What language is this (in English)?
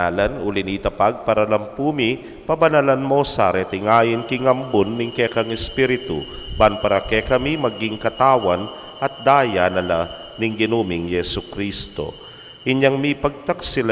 Pampanga